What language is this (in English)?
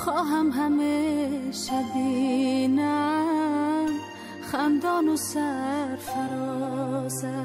Tajik